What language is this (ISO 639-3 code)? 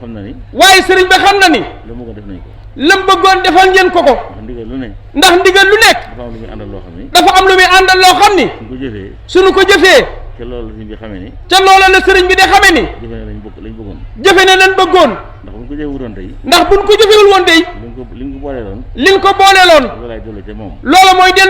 wol